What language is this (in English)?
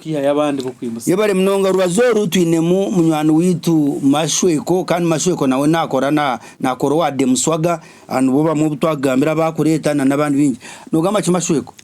Nyankole